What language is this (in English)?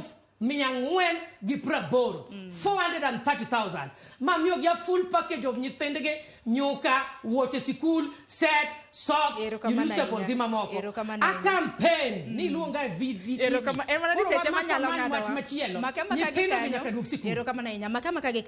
Luo (Kenya and Tanzania)